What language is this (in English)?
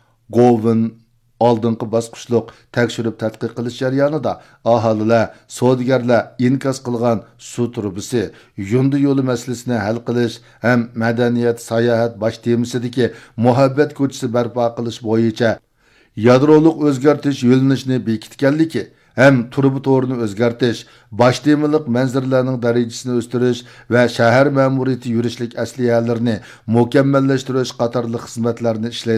Uyghur